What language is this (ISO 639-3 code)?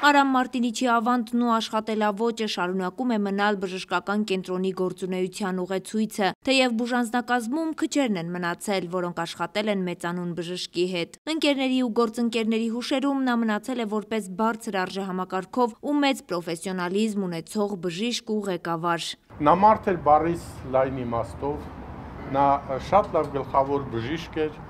hye